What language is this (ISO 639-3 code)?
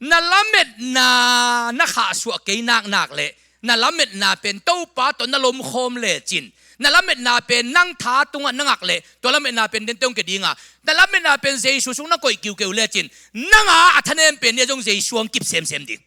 ctd